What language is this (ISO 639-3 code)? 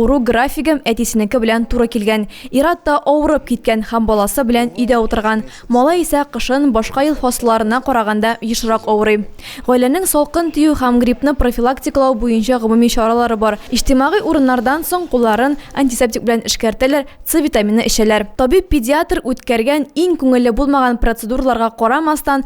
tat